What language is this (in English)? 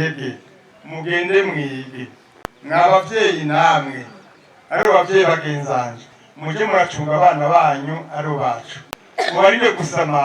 Rundi